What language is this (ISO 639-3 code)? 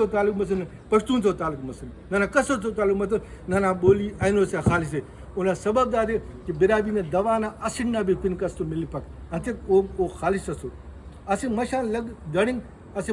brh